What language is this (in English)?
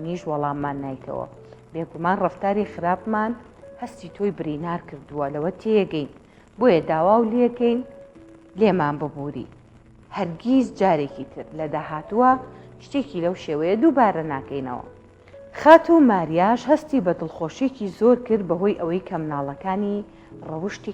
Central Kurdish